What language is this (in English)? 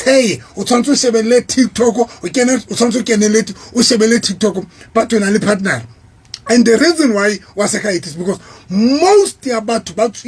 Southern Sotho